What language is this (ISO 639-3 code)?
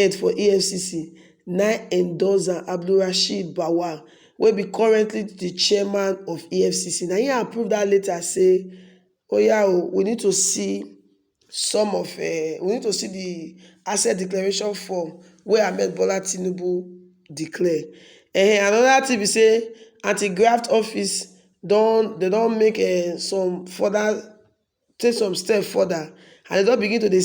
pcm